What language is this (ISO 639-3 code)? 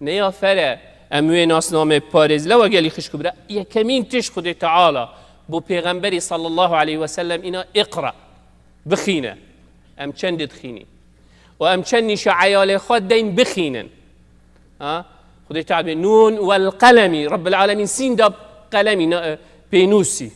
kur